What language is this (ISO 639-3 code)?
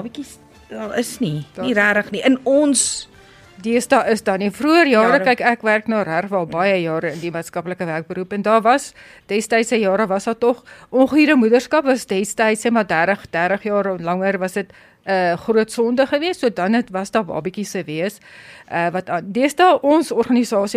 afr